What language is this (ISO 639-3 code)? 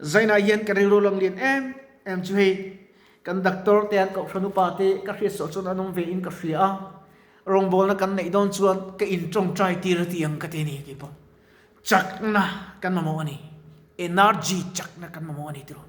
lus